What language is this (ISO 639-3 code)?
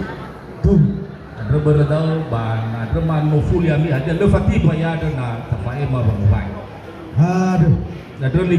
nia